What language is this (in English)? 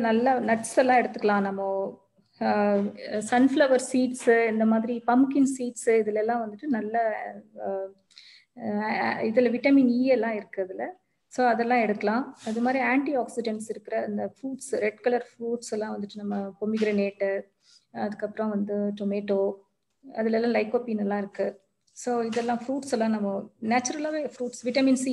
Tamil